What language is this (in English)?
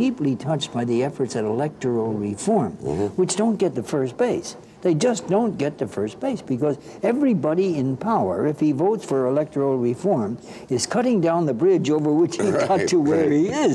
English